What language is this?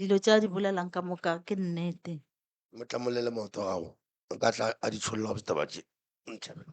Northern Sotho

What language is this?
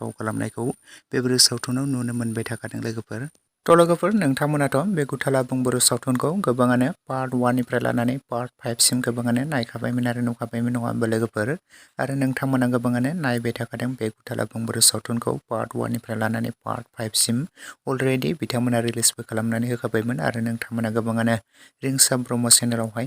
Bodo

